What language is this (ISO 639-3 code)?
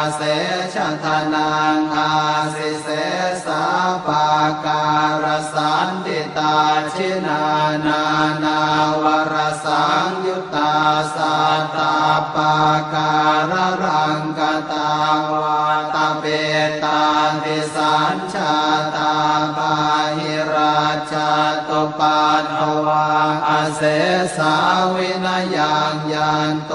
pli